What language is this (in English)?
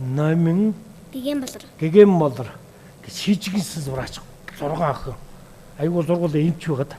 Mongolian